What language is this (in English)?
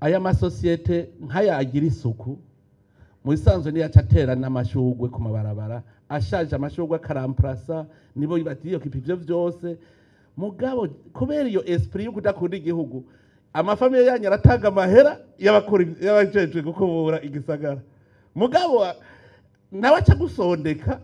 Rundi